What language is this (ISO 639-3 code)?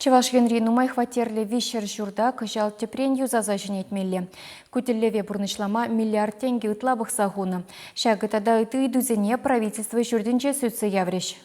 chv